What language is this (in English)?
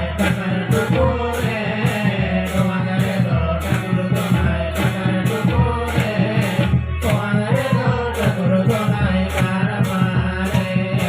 Santali